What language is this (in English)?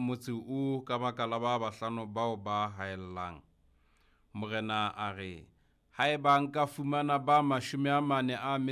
Southern Sotho